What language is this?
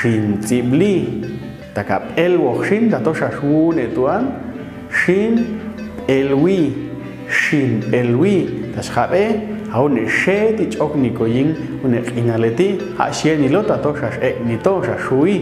Popti'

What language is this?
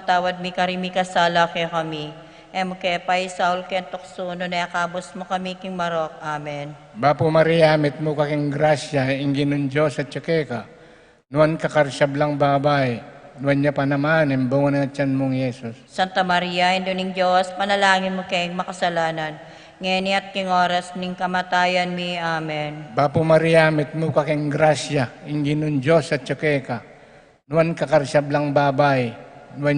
Pampanga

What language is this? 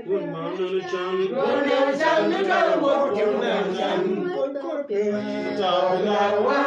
Acoli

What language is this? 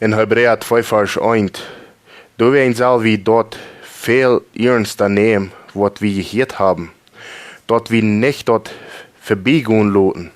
Plautdietsch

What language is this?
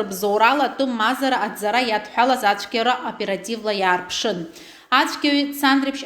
Abkhazian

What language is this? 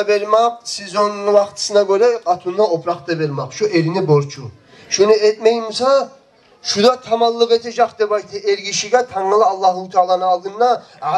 Kumyk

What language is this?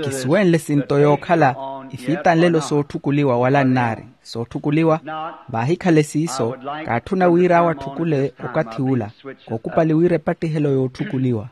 Makhuwa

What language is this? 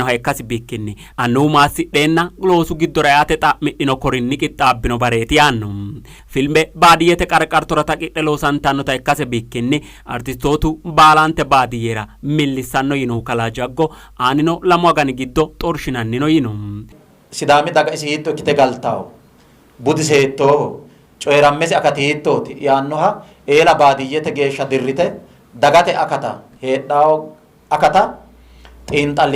Sidamo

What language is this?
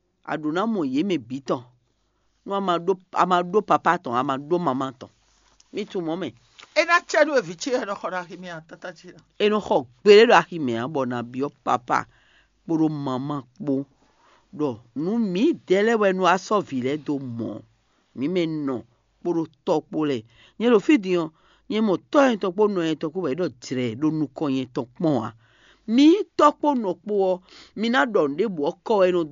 Fon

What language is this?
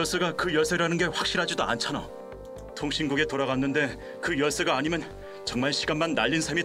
Korean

